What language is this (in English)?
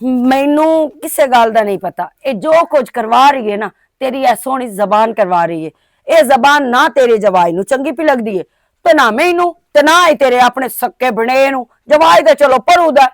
Western Panjabi